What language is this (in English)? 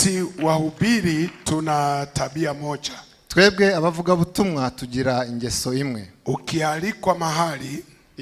Kinyarwanda